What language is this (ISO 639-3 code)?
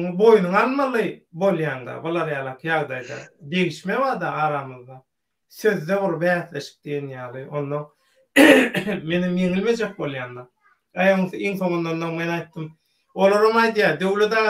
tuk